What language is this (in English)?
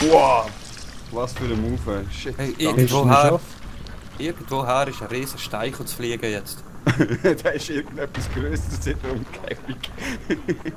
Swiss German